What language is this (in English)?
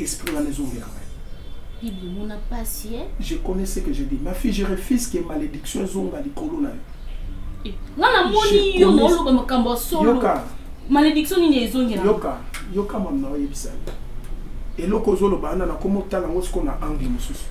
Lingala